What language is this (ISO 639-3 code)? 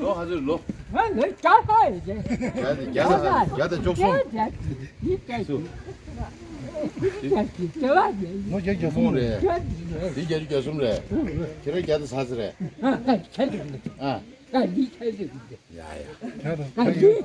bod